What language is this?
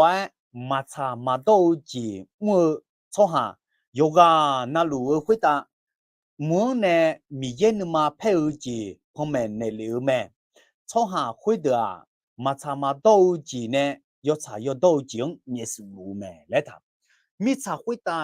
Akha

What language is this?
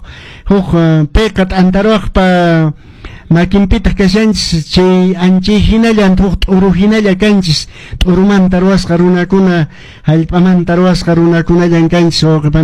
Quechua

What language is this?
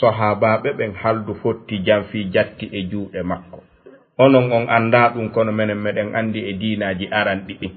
Fula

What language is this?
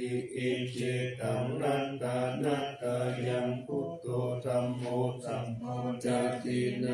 Pali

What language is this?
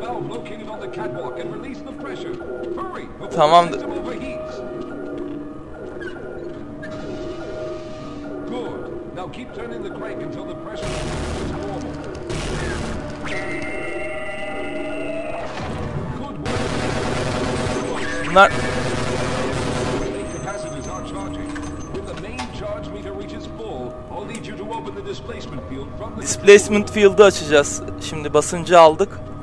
Turkish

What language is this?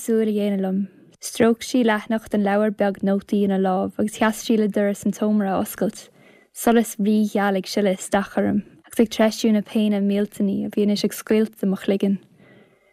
Irish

